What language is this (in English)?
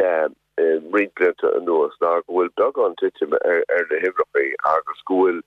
Irish